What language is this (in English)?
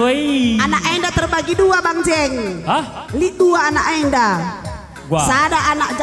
Batak Karo